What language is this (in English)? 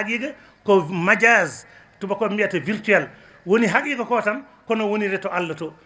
Fula